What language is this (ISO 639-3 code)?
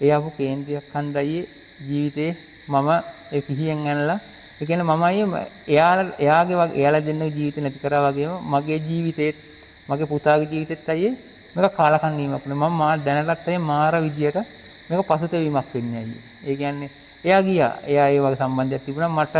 sin